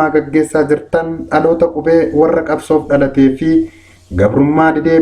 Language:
Oromo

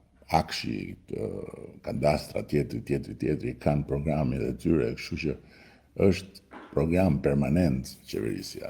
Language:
Albanian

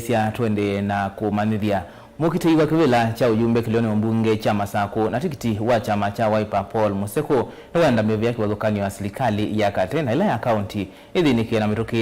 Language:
Kamba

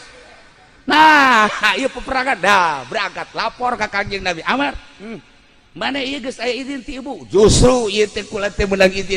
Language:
Sundanese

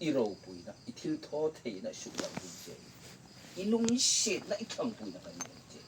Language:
Hmar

